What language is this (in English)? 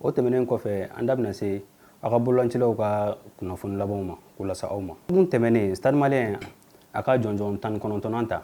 Bambara